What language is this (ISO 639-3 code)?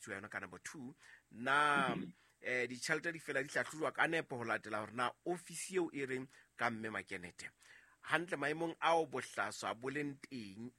sot